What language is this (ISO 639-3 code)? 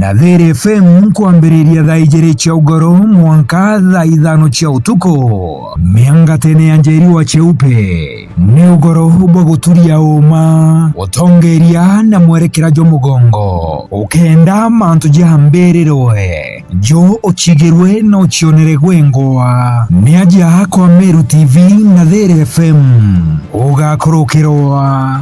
mer